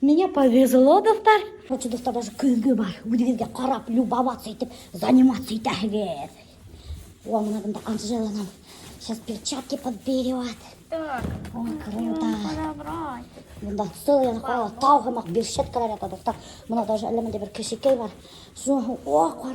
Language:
Bashkir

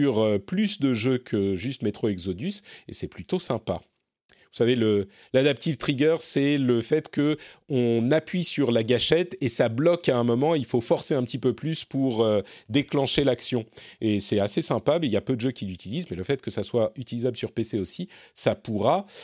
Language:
French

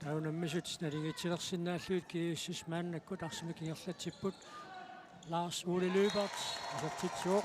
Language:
Kalaallisut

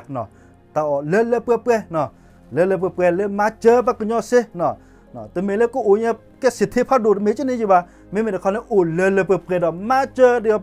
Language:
S'gaw Karen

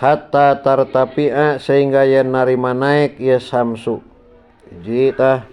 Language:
Sundanese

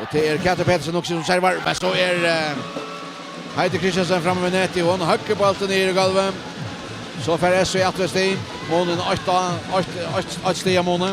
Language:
Faroese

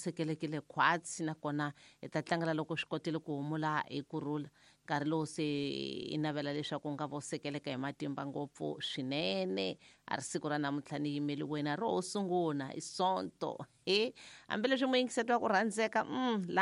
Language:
Tsonga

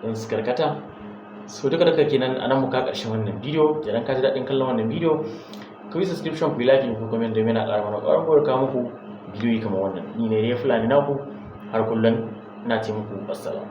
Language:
Hausa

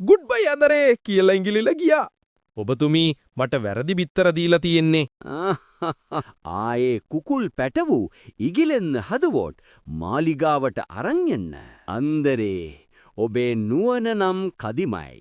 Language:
Sinhala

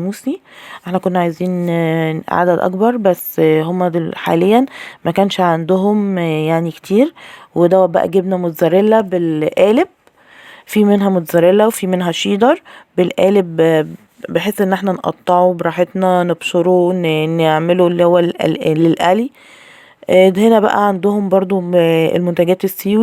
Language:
Egyptian Arabic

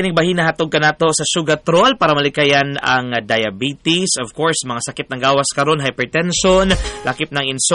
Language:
Cebuano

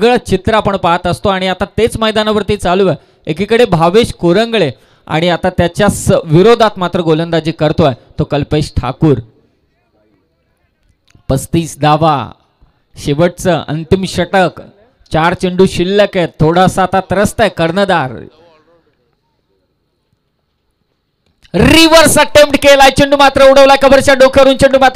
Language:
Marathi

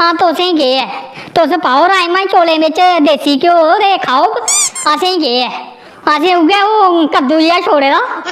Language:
Dogri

